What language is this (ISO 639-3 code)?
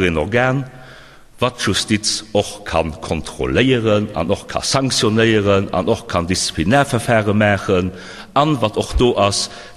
ltz